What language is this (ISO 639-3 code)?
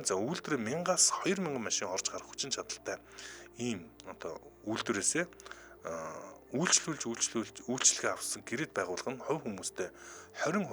mon